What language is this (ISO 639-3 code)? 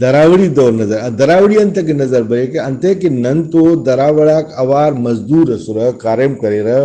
brh